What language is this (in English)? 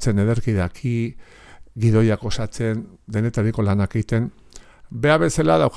Basque